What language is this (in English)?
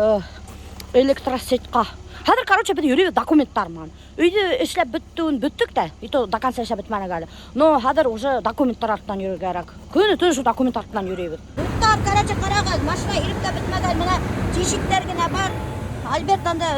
Bashkir